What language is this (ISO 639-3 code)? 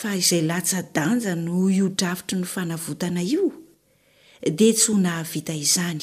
mlg